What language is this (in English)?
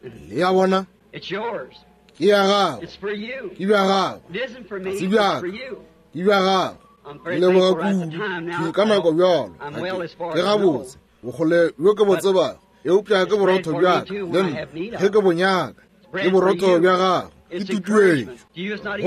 Northern Sotho